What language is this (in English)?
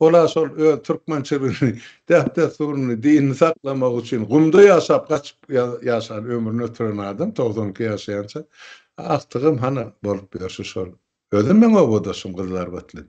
Turkmen